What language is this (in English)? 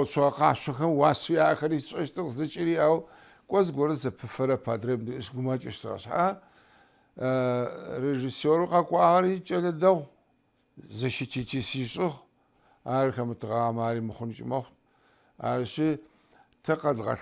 Adyghe